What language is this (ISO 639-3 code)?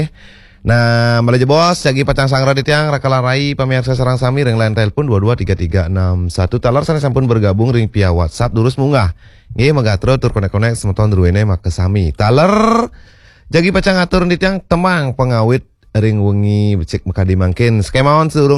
ban